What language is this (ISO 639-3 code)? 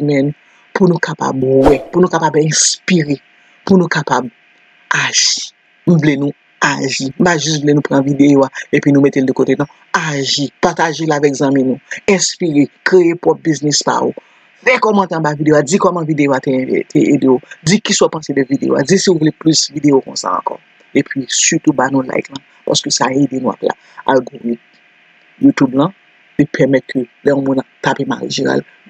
hat